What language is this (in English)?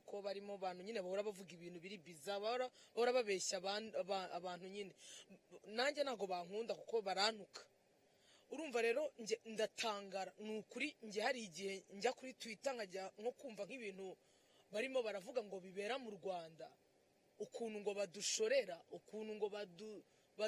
Kinyarwanda